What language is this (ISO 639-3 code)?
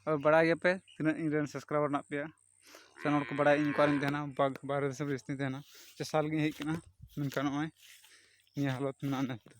sat